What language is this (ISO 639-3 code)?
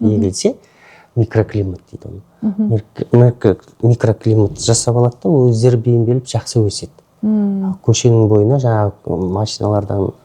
kaz